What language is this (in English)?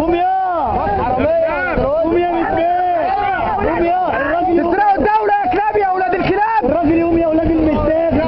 Egyptian Arabic